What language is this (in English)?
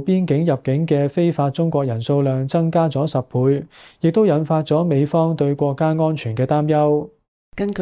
Cantonese